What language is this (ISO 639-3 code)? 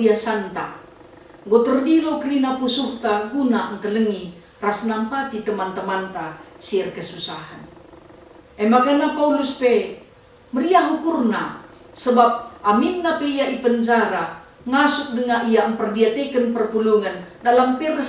btx